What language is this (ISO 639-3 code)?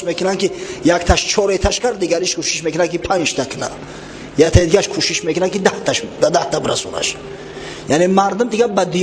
tgk